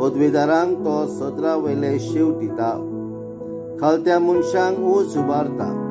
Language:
Konkani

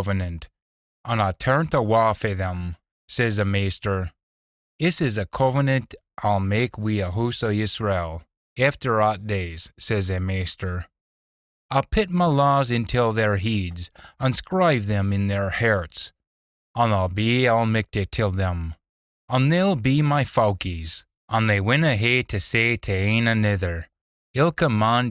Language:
Scots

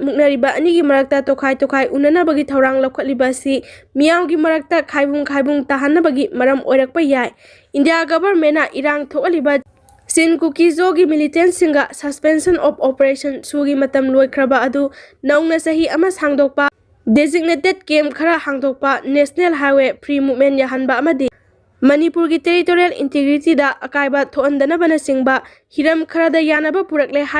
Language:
Manipuri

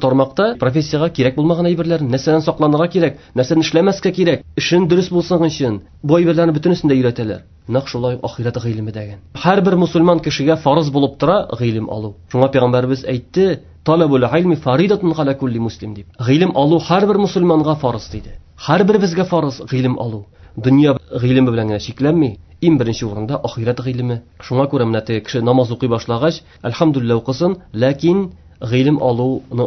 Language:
Tatar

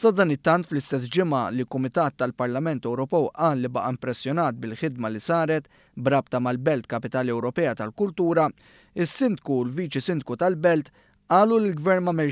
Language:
Maltese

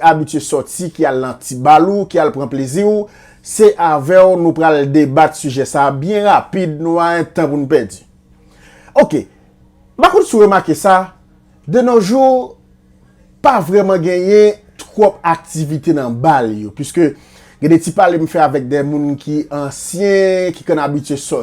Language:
Haitian Creole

